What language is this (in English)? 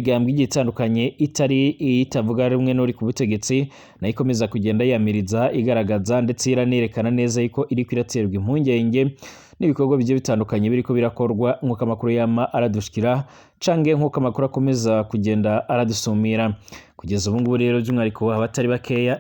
Rundi